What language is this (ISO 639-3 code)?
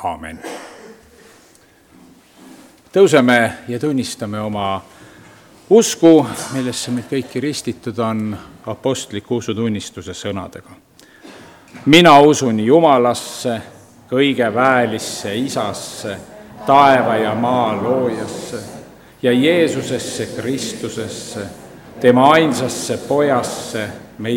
est